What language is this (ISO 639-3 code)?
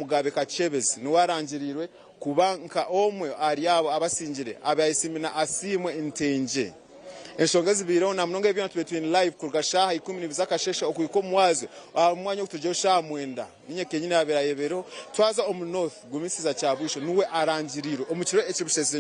nyn